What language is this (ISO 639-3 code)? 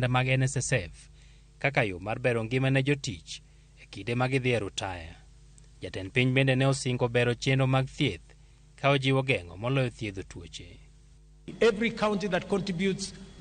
luo